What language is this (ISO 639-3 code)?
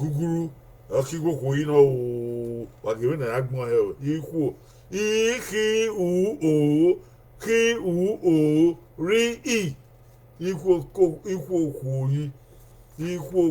bin